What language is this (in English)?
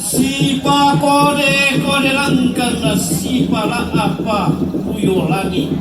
Toraja-Sa'dan